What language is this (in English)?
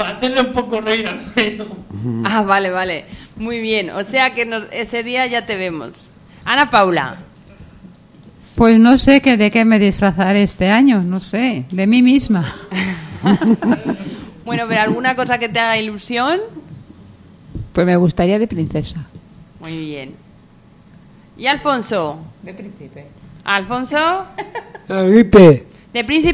Spanish